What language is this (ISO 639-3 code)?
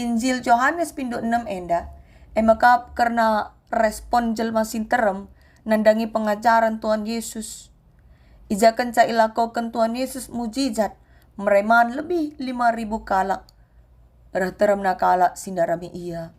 btx